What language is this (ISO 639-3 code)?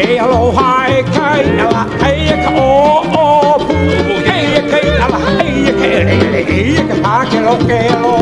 haw